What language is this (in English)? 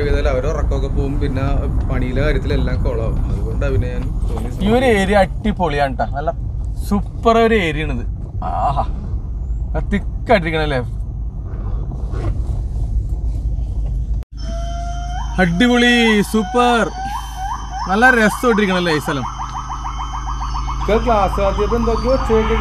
Malayalam